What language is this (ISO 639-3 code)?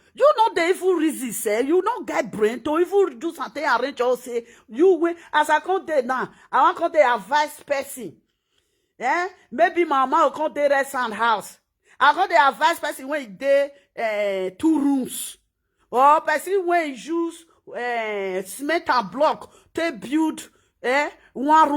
pcm